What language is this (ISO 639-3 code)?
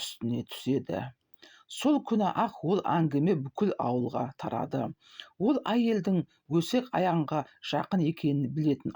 kaz